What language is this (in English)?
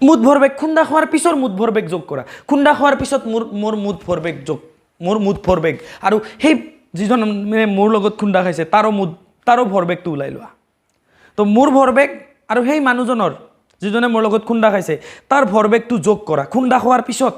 Assamese